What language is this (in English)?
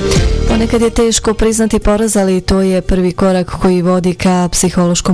Bosnian